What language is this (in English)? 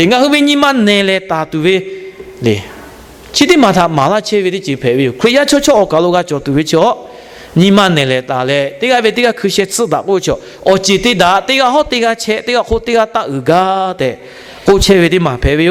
Lahu